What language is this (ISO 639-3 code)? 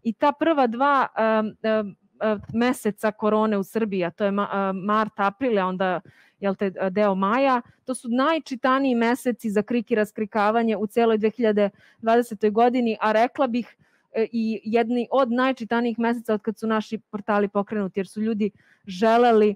srp